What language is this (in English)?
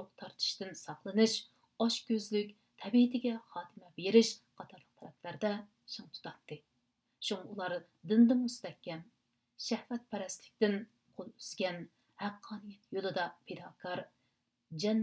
Uyghur